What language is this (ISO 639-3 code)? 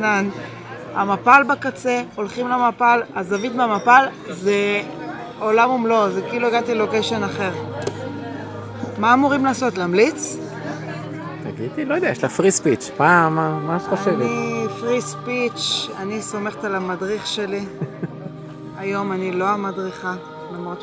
heb